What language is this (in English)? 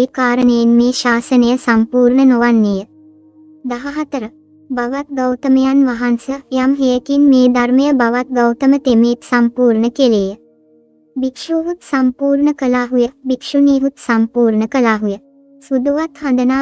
Sinhala